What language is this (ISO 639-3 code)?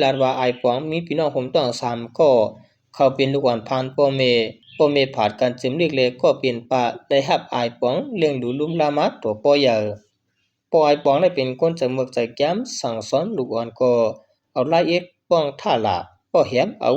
shn